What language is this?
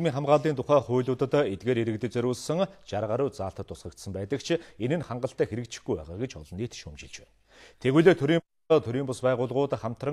Mongolian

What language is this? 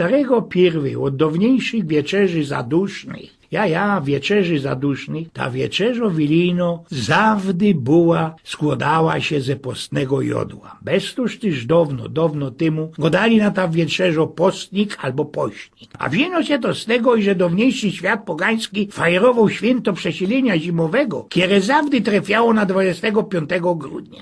Silesian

